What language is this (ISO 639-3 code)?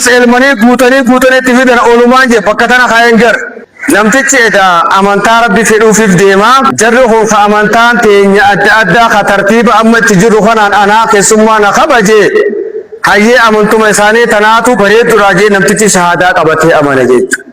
orm